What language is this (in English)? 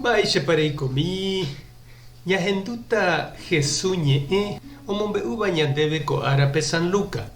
Guarani